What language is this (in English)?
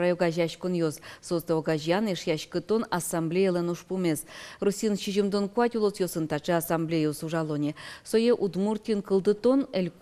Udmurt